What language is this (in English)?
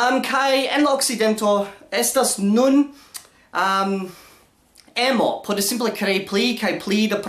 Esperanto